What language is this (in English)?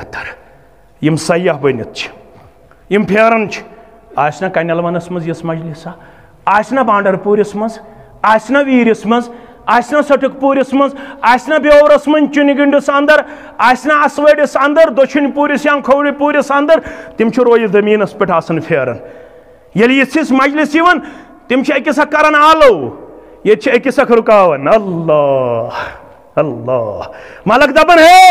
Kashmiri